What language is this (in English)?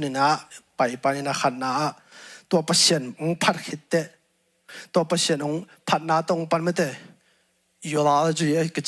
Tedim Chin